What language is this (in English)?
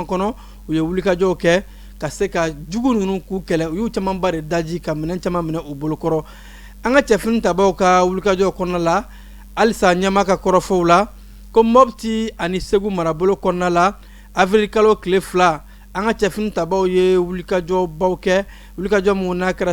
Bambara